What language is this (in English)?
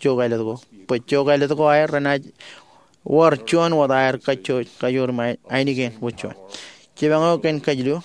Marshallese